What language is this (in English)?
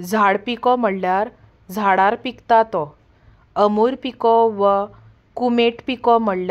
Konkani